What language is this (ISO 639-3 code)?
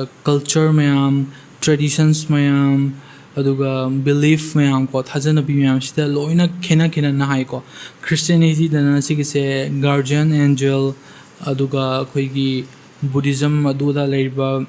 mni